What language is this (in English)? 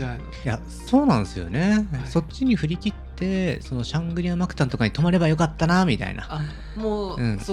Japanese